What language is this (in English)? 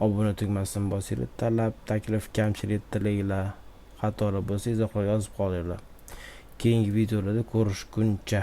Uzbek